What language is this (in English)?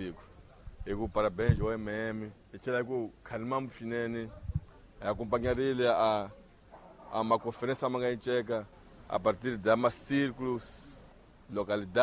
Tsonga